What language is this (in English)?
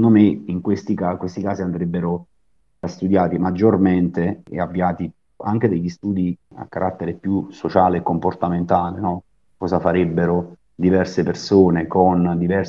Italian